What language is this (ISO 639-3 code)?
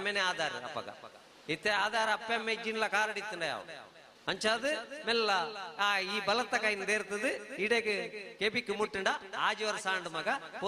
tcy